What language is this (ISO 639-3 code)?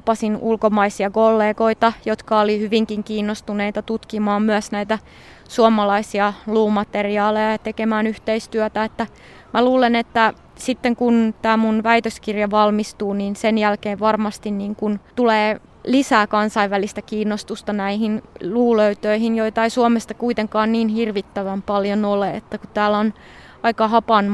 fin